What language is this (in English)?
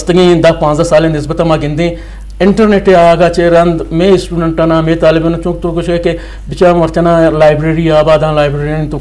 Eastern Balochi